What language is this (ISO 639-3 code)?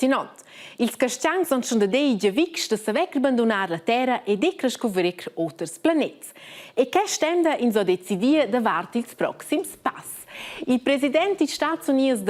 roh